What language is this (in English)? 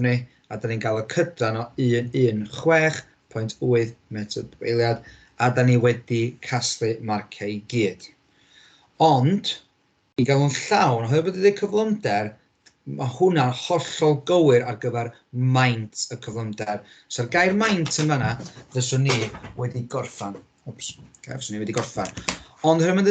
Welsh